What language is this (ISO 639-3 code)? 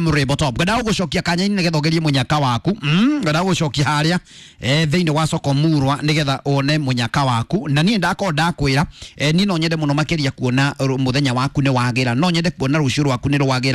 kik